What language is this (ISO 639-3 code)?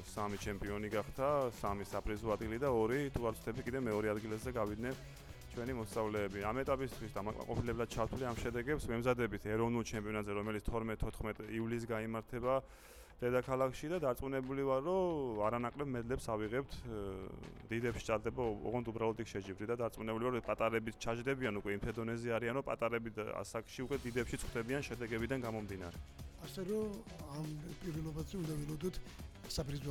kat